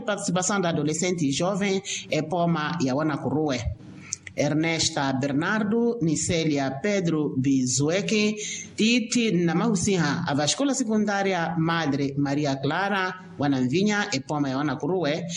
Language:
Makhuwa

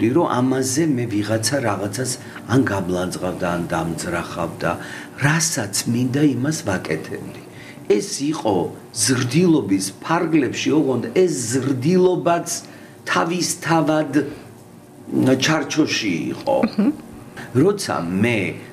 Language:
Georgian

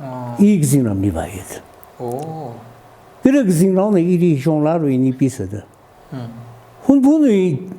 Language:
Tangkhul Naga (India)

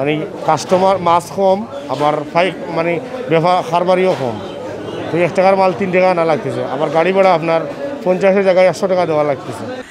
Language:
Sylheti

